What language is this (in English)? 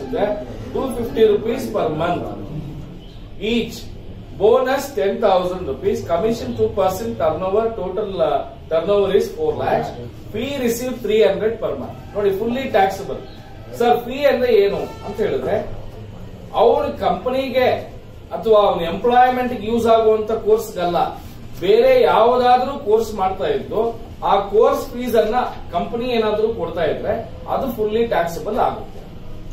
Kannada